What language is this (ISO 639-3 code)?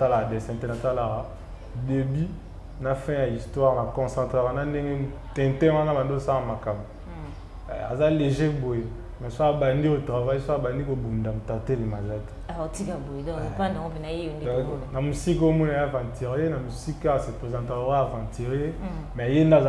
lin